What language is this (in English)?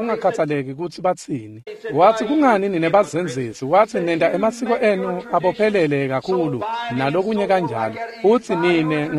Swati